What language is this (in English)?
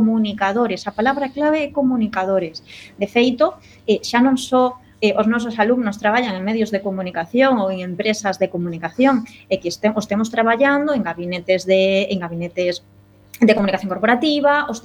Galician